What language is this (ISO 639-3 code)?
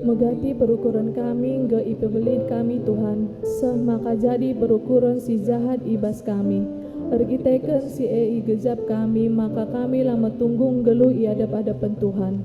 btx